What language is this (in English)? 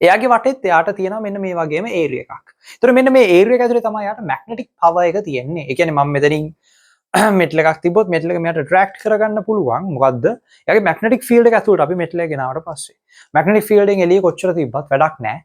Sinhala